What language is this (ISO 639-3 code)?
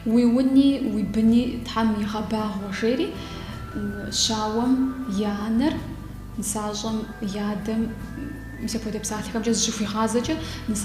kbd